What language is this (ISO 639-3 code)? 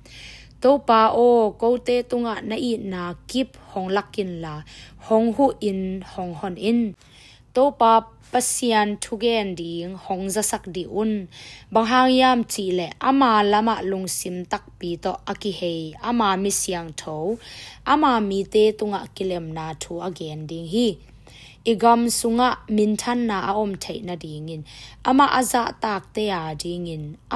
ctd